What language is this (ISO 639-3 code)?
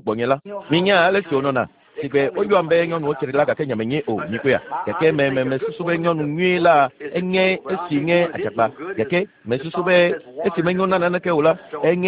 ewe